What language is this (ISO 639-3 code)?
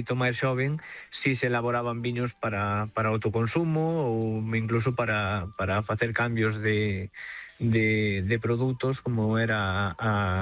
glg